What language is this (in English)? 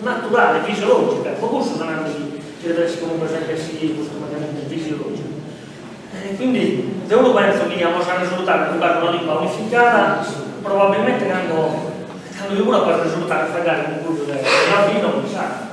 Sardinian